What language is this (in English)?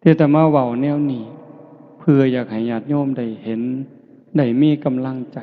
Northeastern Thai